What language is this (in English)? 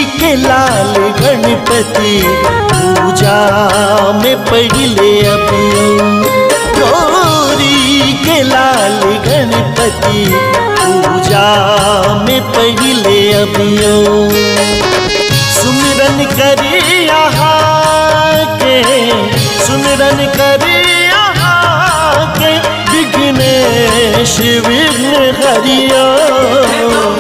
Maithili